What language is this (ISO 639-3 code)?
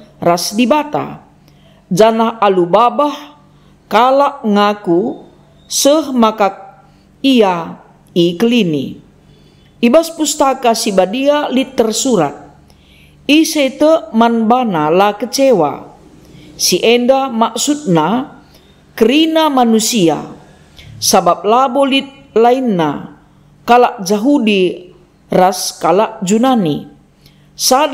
btx